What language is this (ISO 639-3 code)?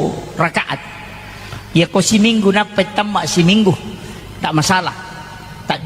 bug